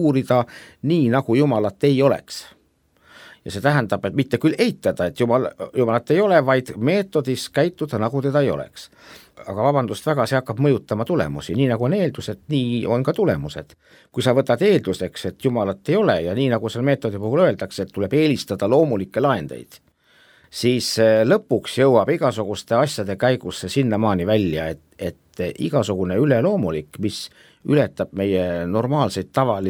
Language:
Estonian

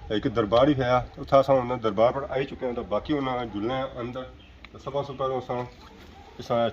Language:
Pahari-Potwari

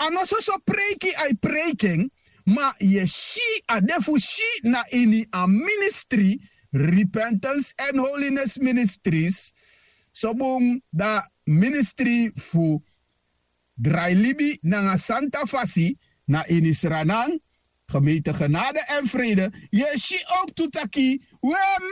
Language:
Sranan Tongo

